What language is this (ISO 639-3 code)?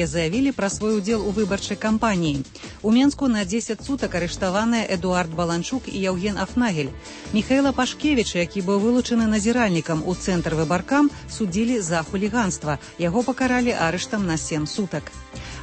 bel